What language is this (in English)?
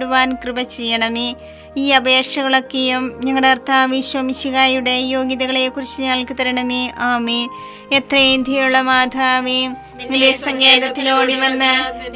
Malayalam